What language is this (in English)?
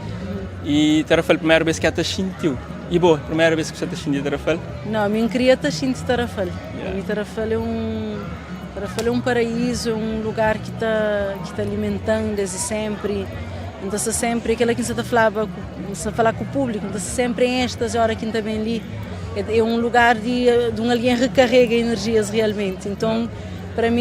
Kabuverdianu